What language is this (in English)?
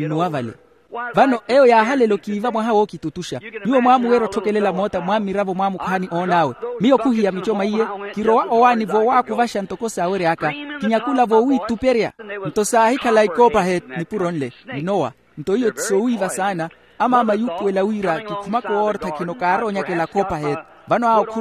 Makhuwa